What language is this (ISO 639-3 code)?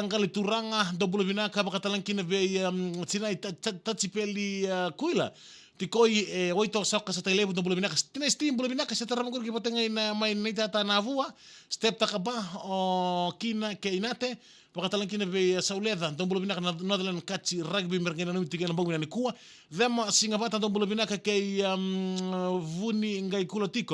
fij